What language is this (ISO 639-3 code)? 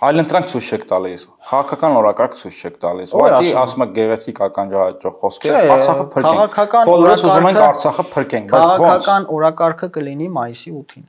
hye